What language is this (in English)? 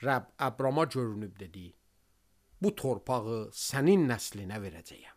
Azerbaijani